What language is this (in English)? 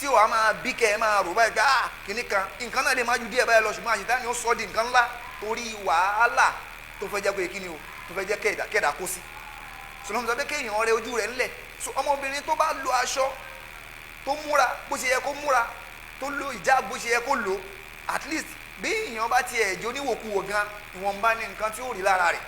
Yoruba